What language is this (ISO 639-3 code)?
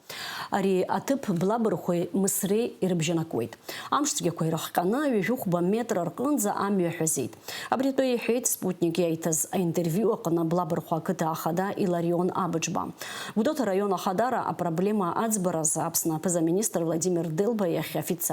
abk